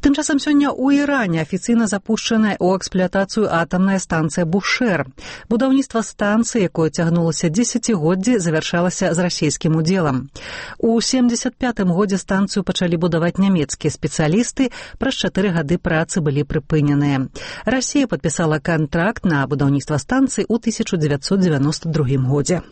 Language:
Belarusian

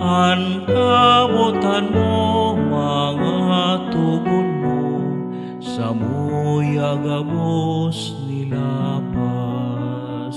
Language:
Bikol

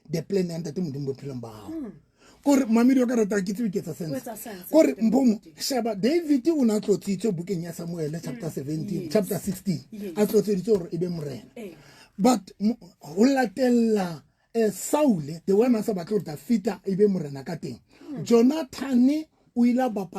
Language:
Southern Sotho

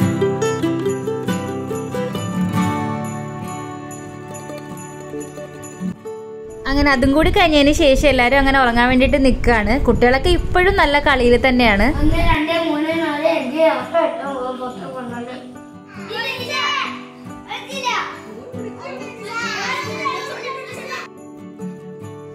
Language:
Malayalam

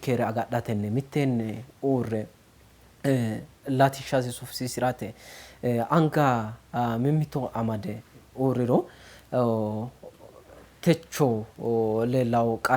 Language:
Sidamo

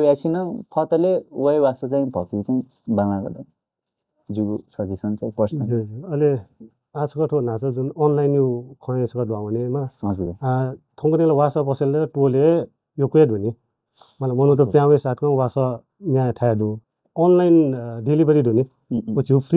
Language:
Newari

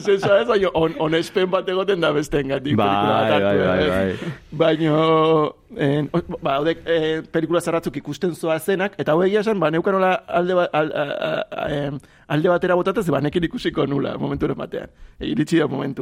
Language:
Basque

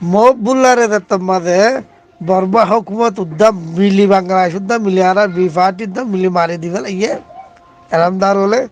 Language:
Rohingya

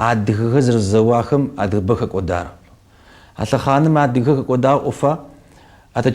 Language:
Kabardian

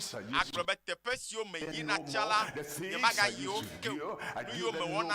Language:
Ewe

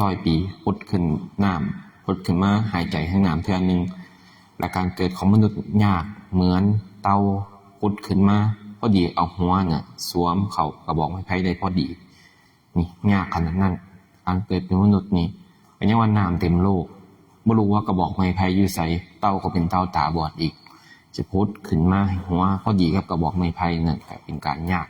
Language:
Northeastern Thai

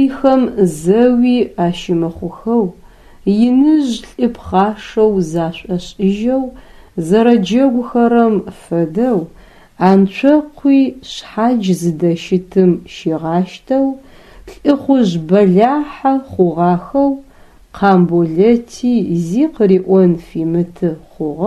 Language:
Adyghe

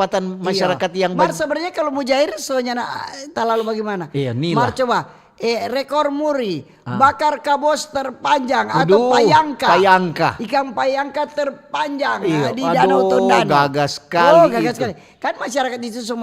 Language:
Manado Malay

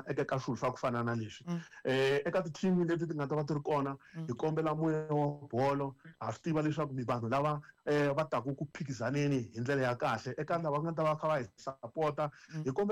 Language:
Tsonga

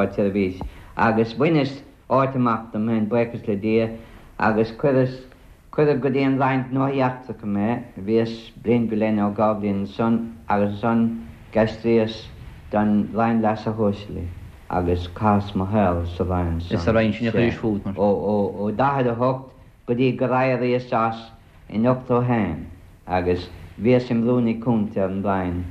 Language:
Irish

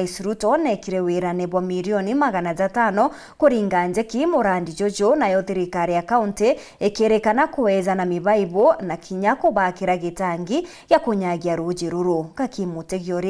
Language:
Meru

